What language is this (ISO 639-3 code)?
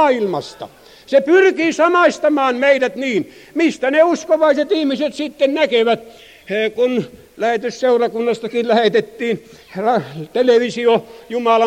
fin